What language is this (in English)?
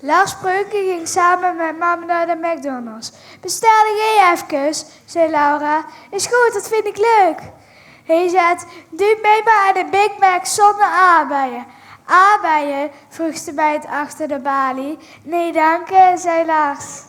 Limburgish